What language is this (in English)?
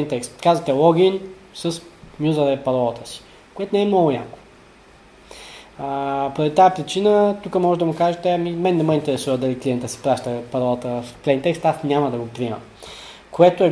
Bulgarian